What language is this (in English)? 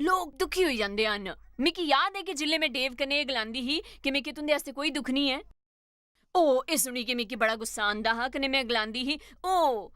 Dogri